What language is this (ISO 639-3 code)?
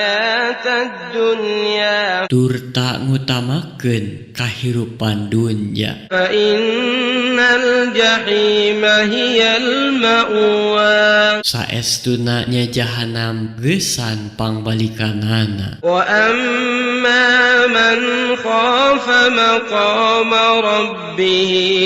sun